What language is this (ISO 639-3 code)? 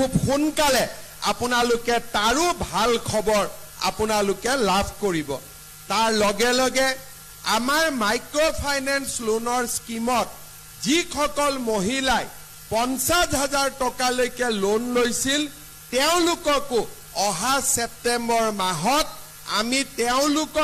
asm